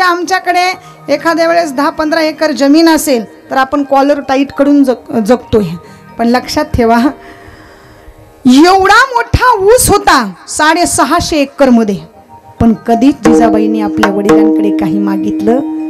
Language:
Marathi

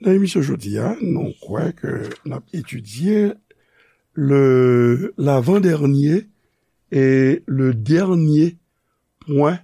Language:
Haitian Creole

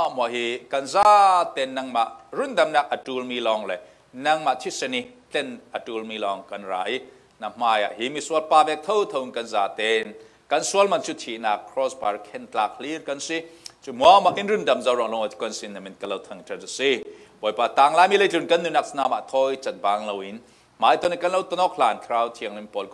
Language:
Falam Chin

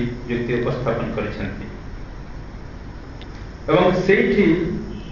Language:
Odia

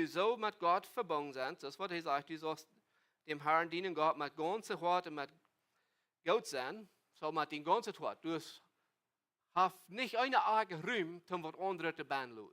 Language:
Plautdietsch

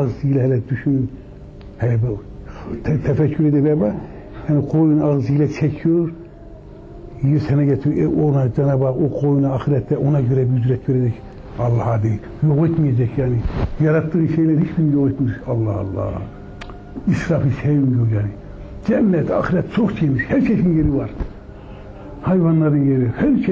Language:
Turkish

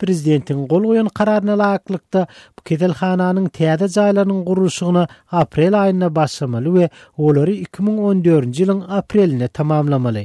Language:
Turkmen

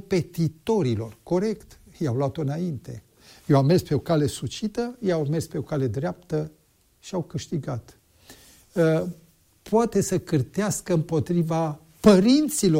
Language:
Romanian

